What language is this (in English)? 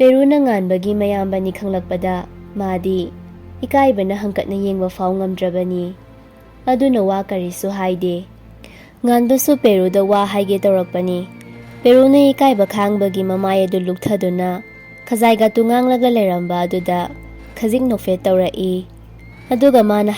Manipuri